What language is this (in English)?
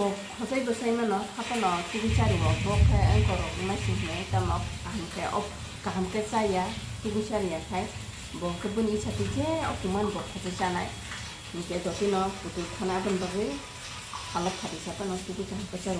Kok Borok